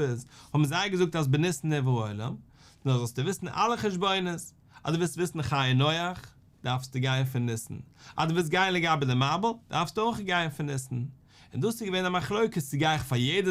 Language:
Yiddish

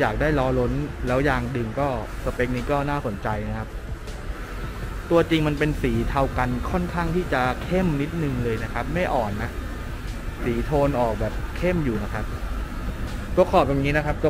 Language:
Thai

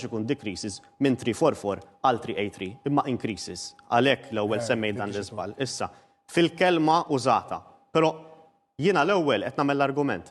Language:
Maltese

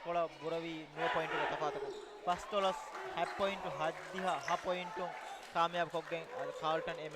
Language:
Divehi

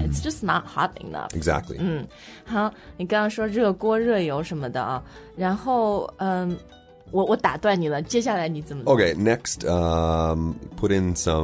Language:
Chinese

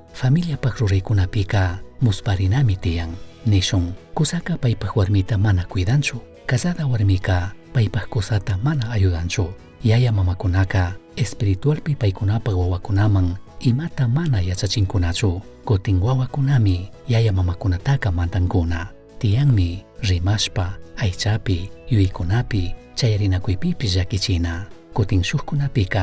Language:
Chimborazo Highland Quichua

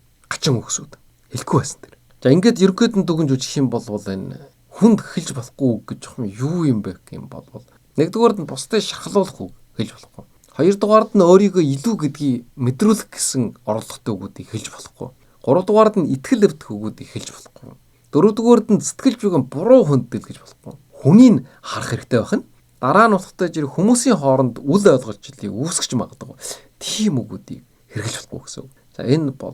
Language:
Mongolian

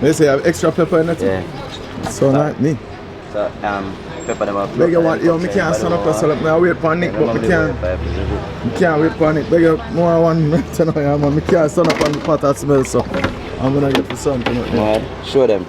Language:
Jamaican Creole English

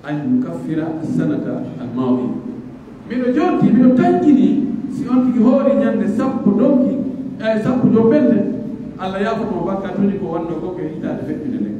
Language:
Pular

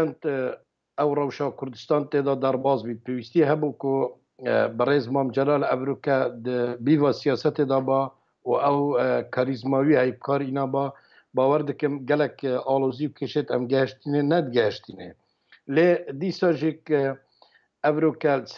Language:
Central Kurdish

